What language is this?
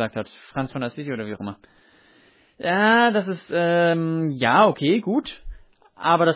German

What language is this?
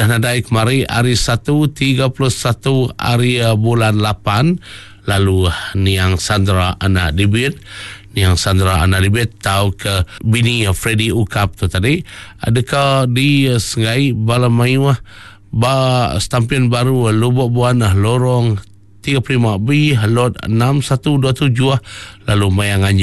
Iban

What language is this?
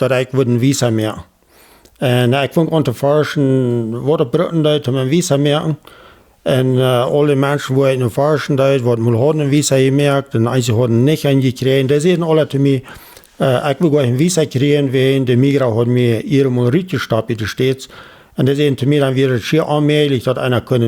Plautdietsch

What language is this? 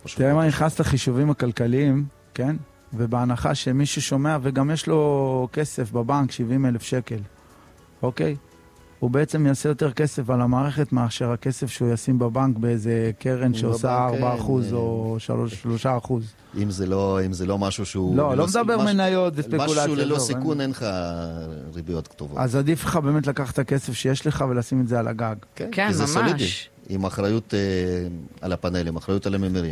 Hebrew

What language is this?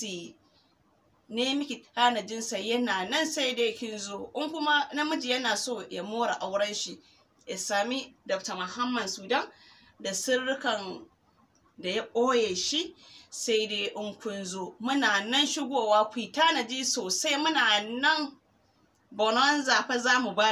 Hausa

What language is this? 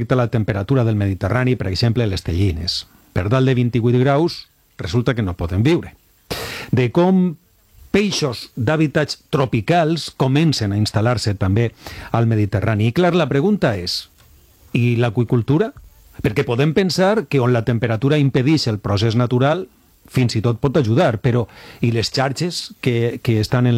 Catalan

